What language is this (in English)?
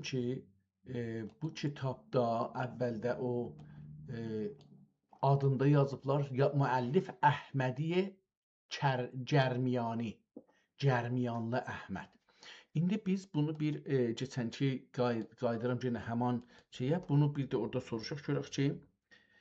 South Azerbaijani